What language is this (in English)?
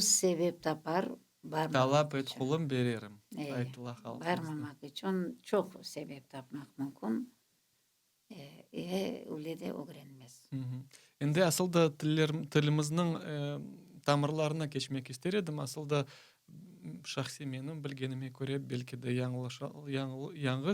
Crimean Tatar